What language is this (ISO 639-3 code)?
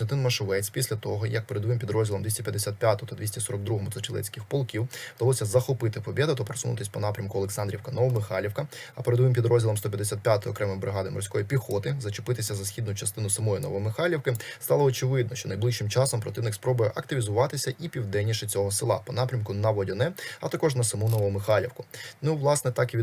ukr